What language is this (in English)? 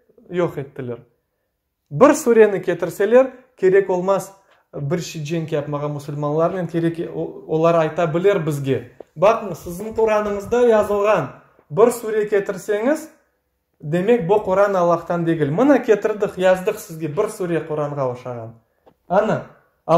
Crimean Tatar